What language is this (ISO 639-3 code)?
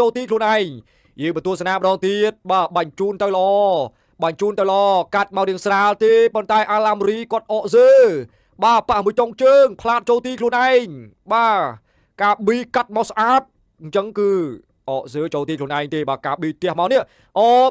khm